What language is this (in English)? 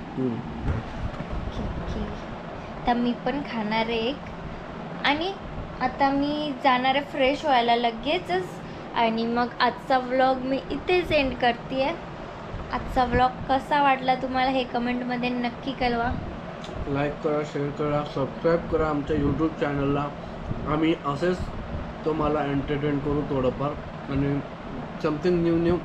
Marathi